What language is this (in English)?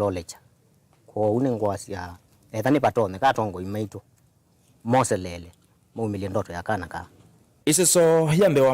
Kamba